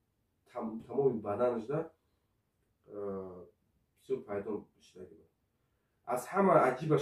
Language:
Tajik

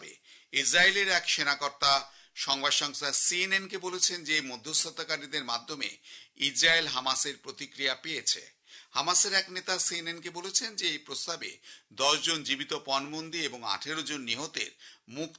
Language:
Bangla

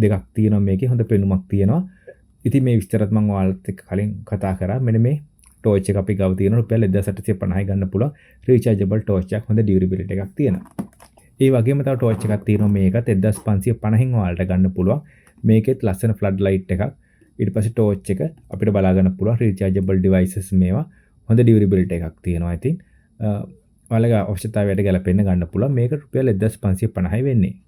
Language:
Sinhala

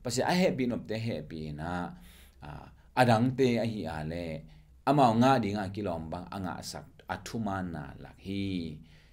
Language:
Tedim Chin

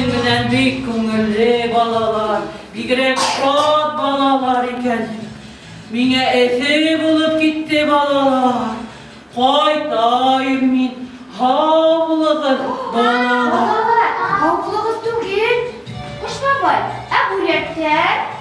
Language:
Bashkir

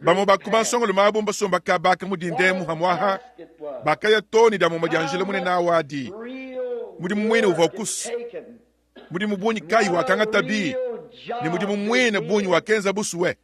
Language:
Luba-Lulua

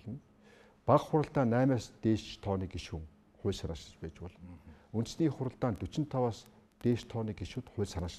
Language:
Mongolian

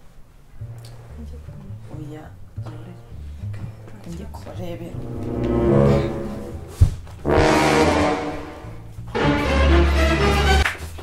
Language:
Kinyarwanda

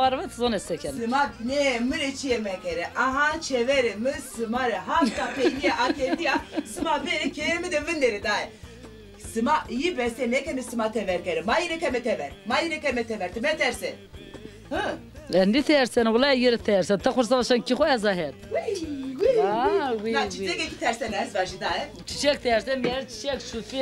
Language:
Zaza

